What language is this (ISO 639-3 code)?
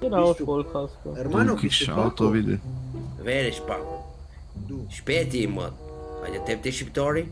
gsw